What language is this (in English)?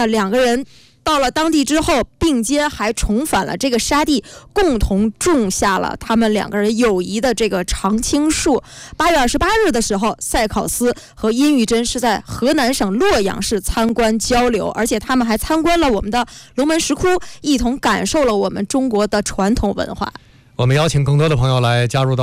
Chinese